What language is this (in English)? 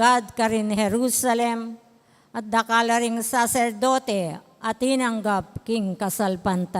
Pampanga